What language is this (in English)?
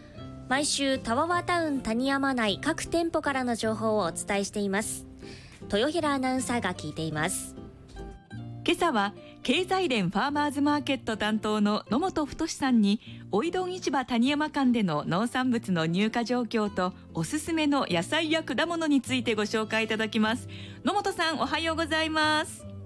Japanese